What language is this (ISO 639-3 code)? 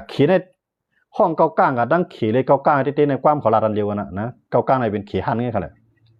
shn